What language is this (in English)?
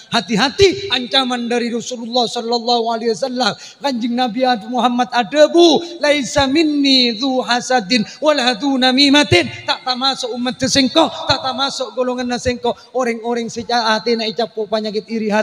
Madurese